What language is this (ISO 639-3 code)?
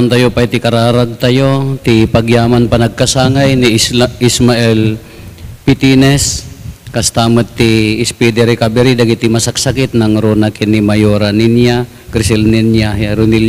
ilo